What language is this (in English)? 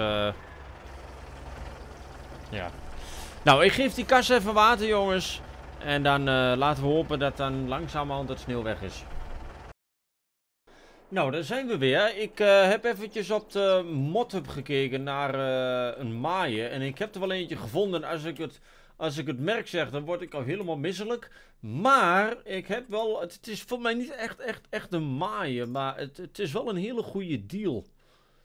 Dutch